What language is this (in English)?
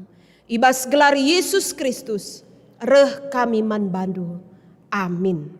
Batak Karo